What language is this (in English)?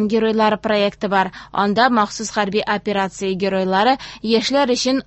Tatar